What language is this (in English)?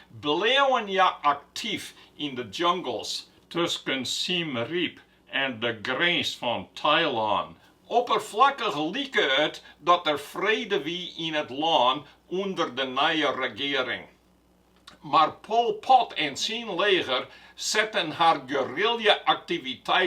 Western Frisian